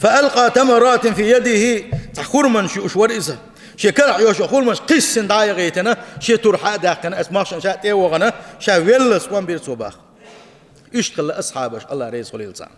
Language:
Chechen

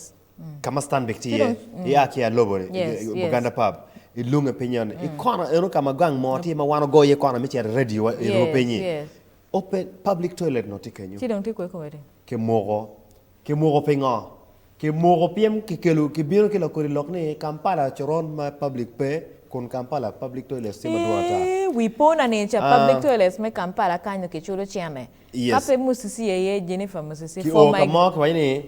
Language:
Acoli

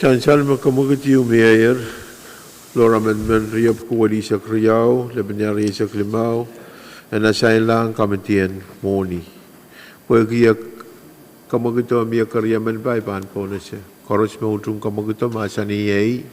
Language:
Pohnpeian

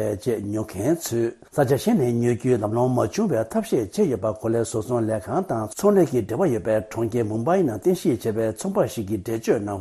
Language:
Tibetan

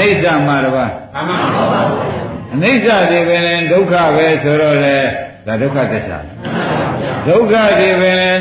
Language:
Burmese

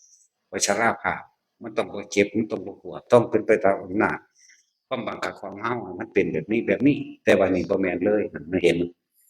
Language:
Northeastern Thai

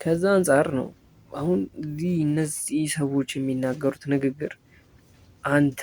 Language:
Amharic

